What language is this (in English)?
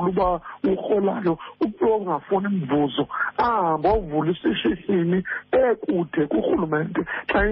Xhosa